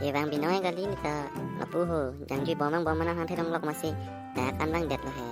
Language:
Karbi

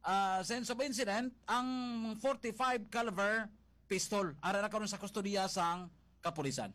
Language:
Hiligaynon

